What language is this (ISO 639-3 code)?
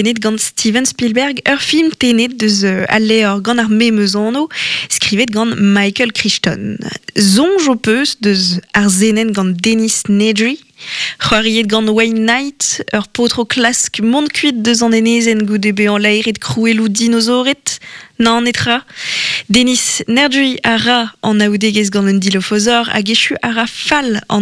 bre